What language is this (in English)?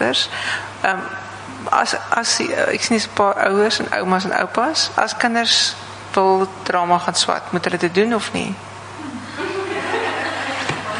Afrikaans